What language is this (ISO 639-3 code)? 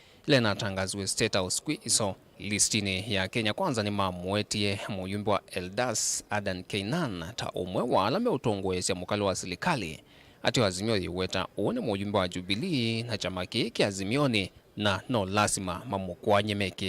kam